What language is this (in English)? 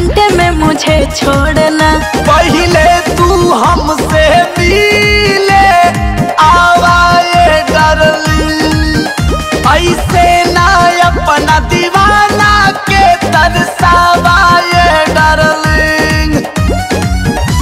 Bhojpuri